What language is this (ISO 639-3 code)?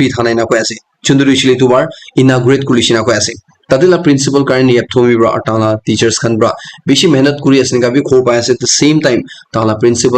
nag